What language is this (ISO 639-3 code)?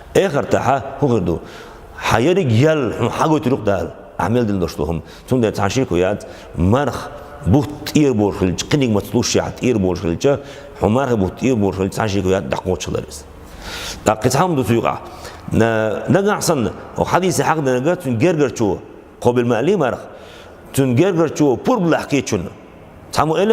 che